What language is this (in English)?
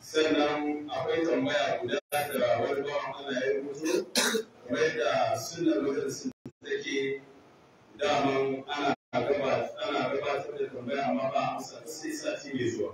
Hausa